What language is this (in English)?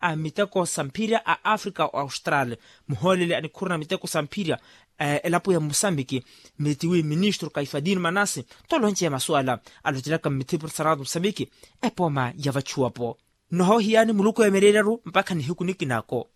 Makhuwa